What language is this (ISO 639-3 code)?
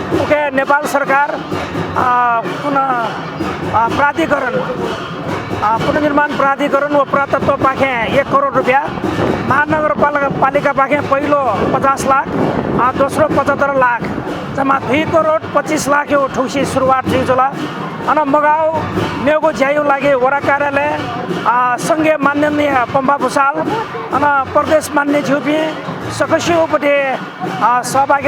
new